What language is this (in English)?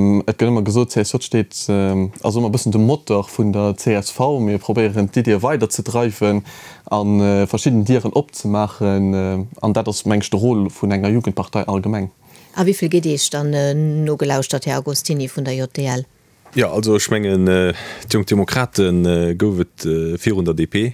Luxembourgish